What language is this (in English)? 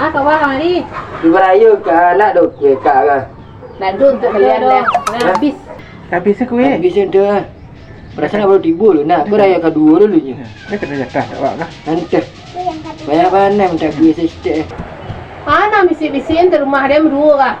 Minangkabau